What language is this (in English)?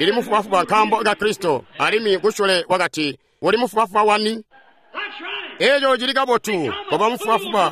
Tonga (Zambia)